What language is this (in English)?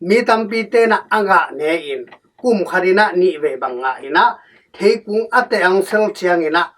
Tedim Chin